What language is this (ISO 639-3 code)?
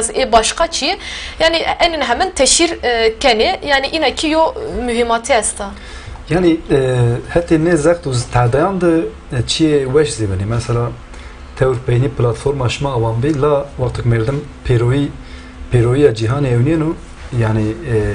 zza